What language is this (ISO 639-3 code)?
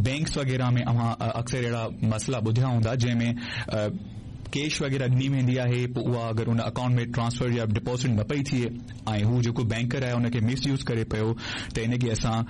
snd